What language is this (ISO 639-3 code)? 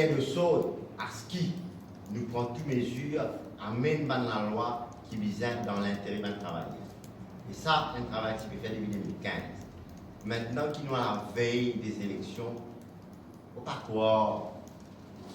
mfe